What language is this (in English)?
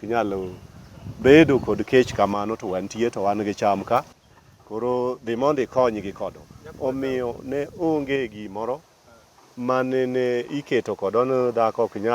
Luo (Kenya and Tanzania)